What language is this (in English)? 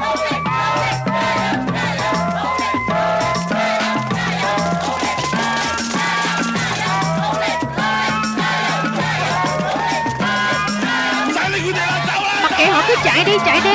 Vietnamese